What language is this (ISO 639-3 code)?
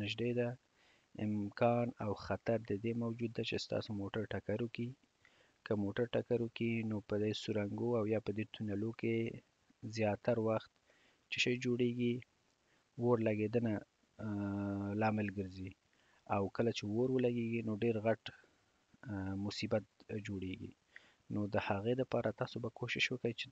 pus